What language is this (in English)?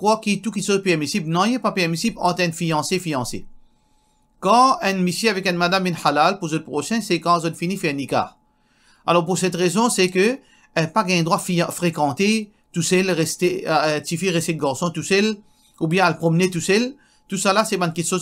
Morisyen